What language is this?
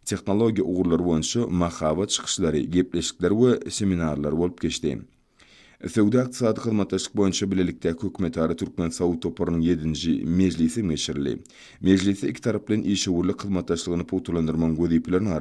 Turkmen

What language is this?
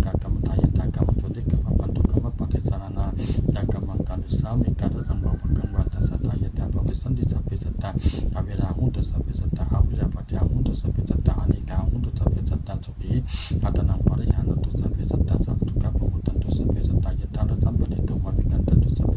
Pali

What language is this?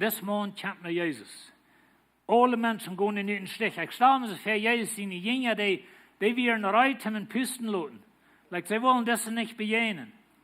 Plautdietsch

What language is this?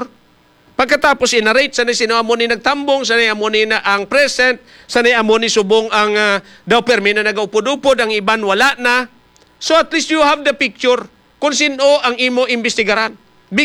Hiligaynon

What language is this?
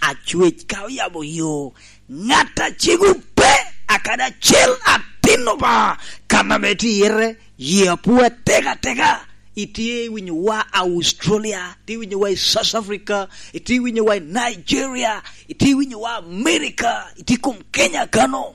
Lango (Uganda)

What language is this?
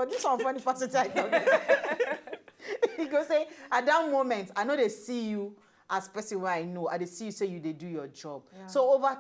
Nigerian Pidgin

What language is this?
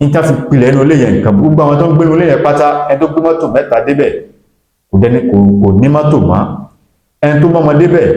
Yoruba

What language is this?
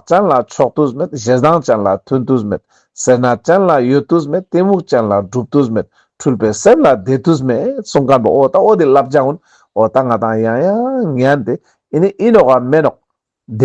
Ladakhi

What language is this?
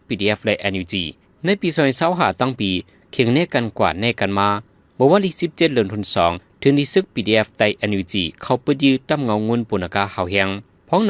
Shan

